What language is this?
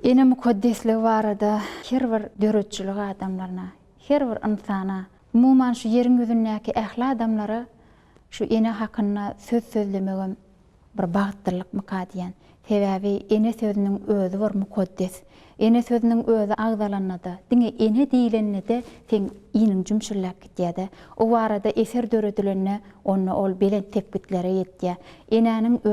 Turkmen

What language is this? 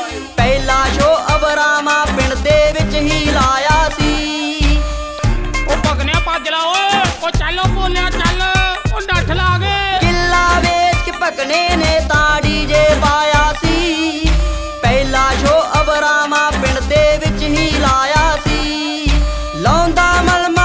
Punjabi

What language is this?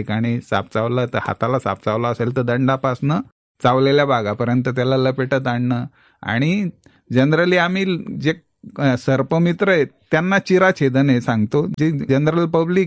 Marathi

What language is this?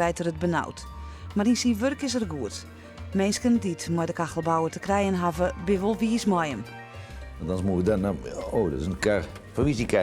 Western Frisian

